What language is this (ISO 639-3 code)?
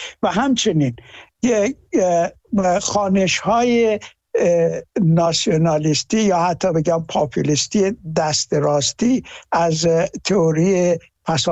fas